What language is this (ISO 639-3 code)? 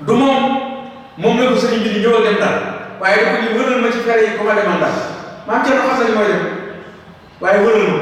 wol